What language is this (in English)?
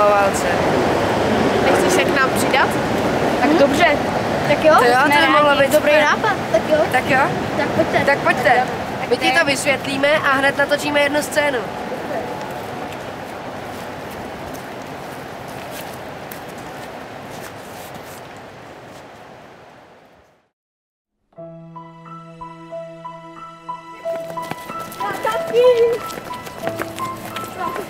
Czech